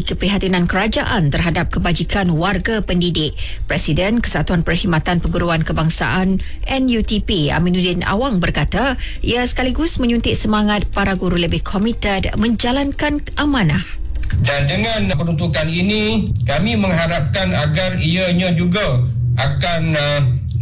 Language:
Malay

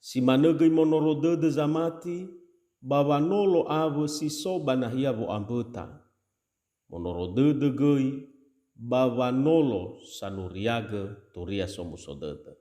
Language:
Nias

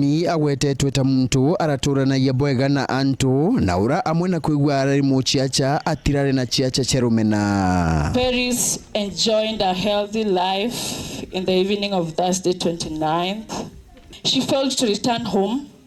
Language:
Meru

